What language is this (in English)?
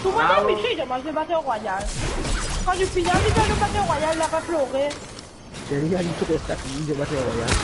Morisyen